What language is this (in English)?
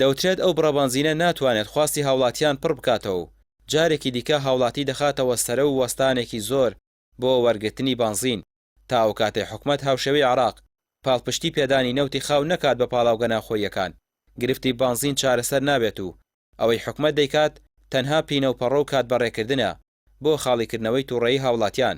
Central Kurdish